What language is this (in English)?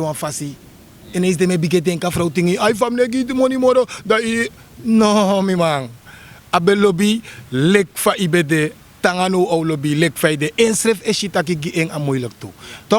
Sranan Tongo